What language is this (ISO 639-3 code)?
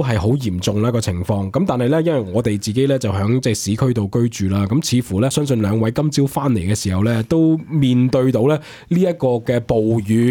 yue